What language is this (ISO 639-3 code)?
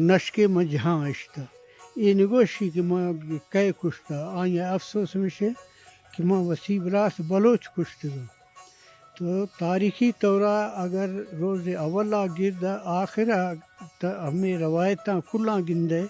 bgp